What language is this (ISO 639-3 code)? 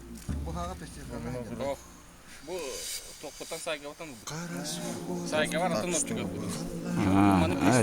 sah